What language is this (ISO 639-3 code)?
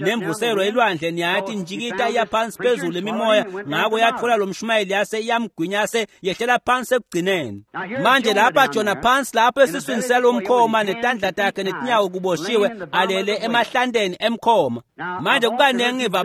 ssw